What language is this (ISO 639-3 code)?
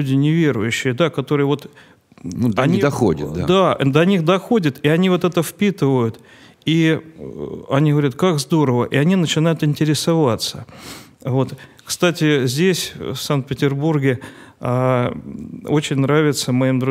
rus